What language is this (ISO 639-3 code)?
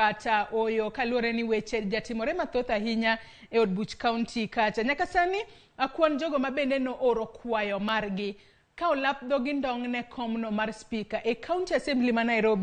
luo